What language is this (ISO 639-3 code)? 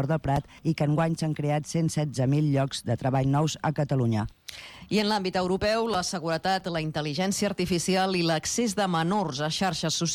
cat